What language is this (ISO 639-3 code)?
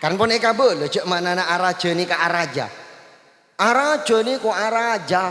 mad